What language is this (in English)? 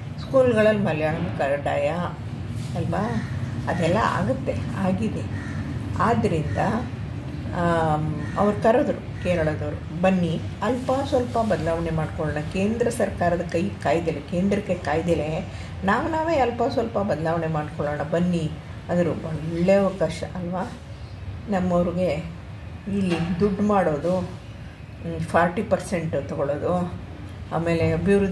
Kannada